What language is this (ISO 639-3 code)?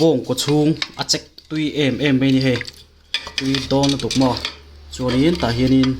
lus